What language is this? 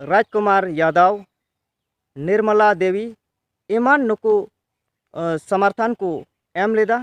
Santali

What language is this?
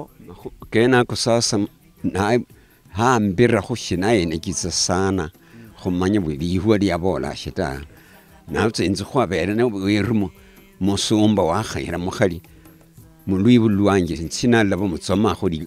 Luyia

